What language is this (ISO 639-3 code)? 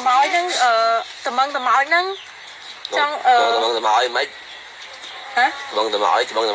khm